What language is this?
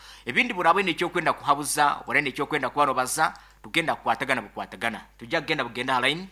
Nyoro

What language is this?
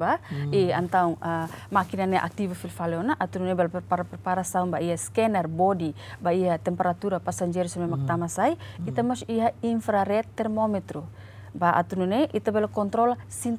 Tetum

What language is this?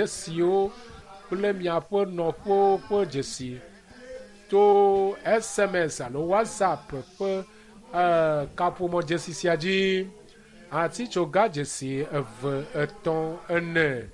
Ewe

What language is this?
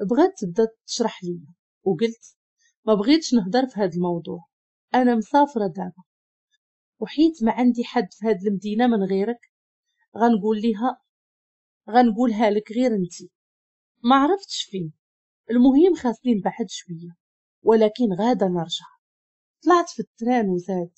Moroccan Arabic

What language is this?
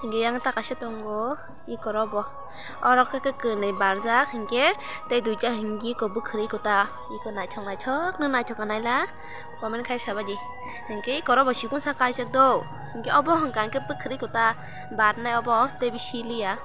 Kok Borok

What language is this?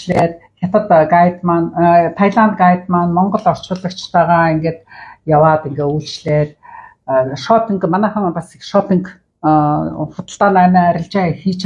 Mongolian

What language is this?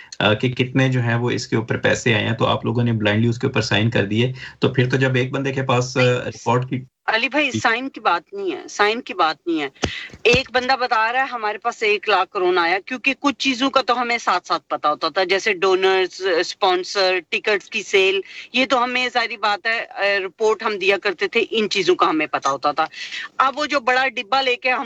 Urdu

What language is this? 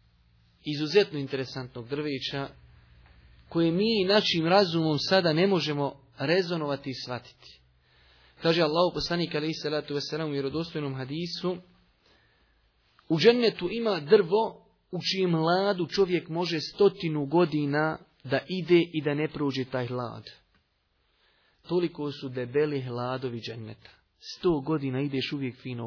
Bosnian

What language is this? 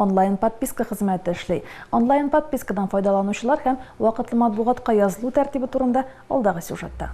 Tatar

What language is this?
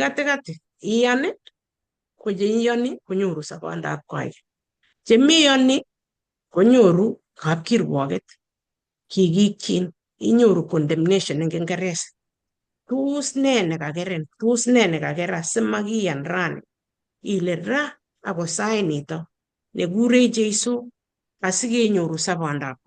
Kalenjin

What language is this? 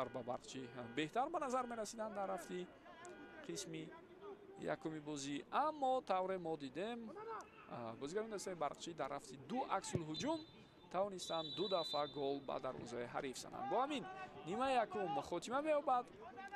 Tajik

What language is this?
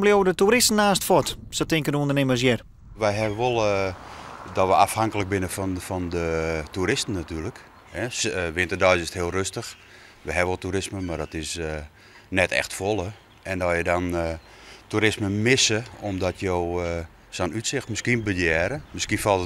Western Frisian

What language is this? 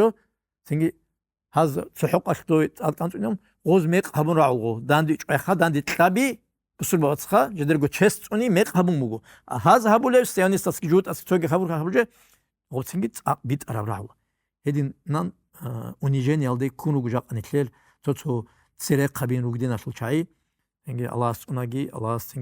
Avaric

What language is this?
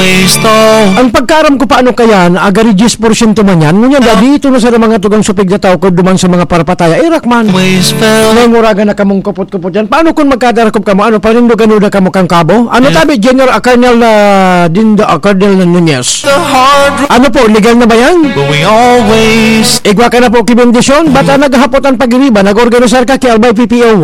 Bikol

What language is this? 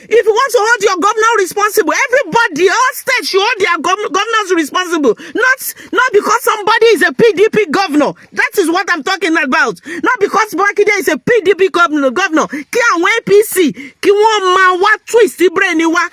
Yoruba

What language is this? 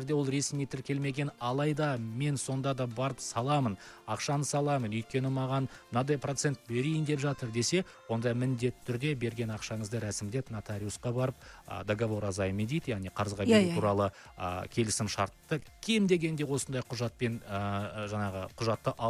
Kazakh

